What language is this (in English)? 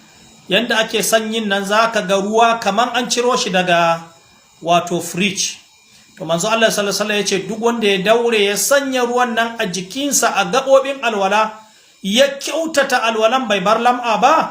Hausa